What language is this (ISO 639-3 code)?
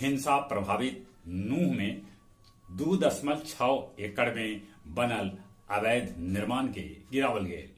mag